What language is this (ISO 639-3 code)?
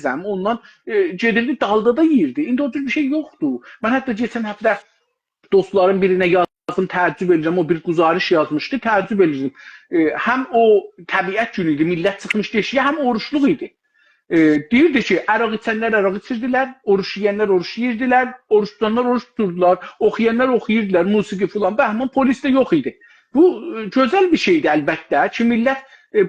azb